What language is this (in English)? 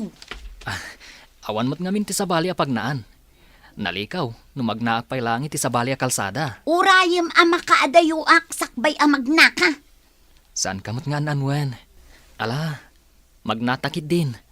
Iloko